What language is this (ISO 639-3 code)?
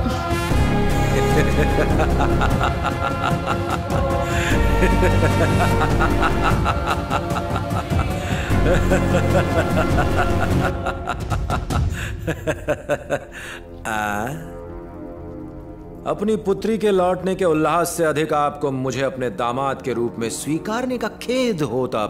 hin